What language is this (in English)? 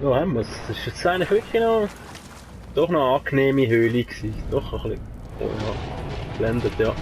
Swiss German